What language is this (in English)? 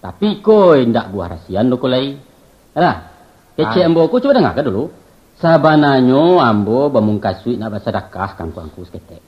Minangkabau